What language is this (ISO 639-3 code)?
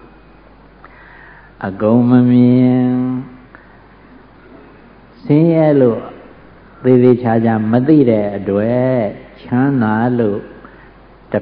mya